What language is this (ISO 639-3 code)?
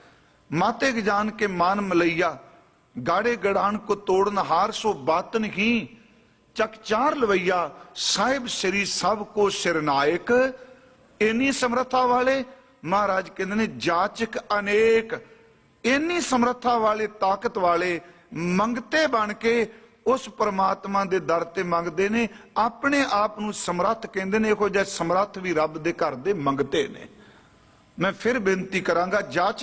pan